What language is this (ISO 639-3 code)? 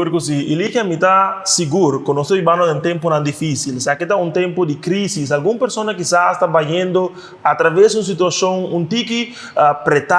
pap